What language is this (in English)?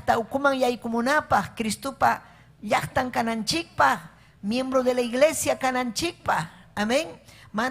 Ayacucho Quechua